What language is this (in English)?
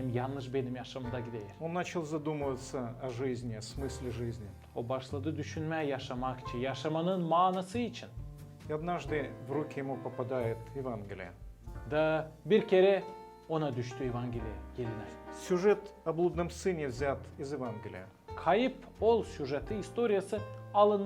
Gagauz